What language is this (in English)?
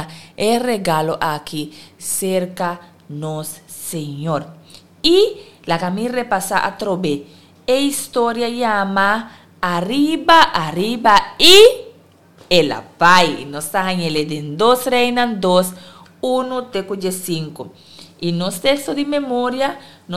Papiamento